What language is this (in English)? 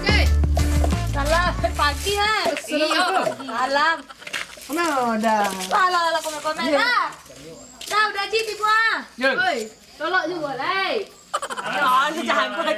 Minangkabau